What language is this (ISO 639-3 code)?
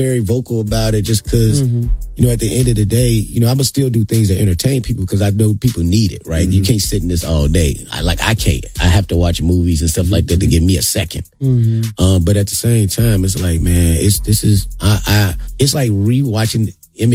eng